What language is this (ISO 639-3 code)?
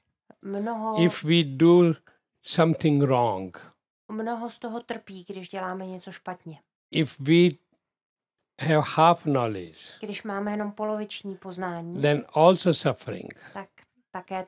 ces